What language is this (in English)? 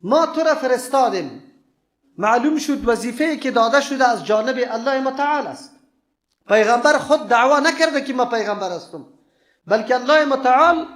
Persian